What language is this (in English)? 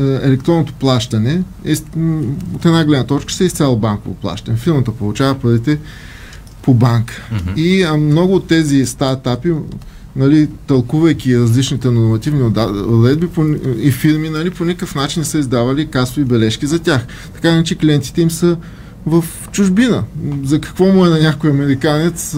Bulgarian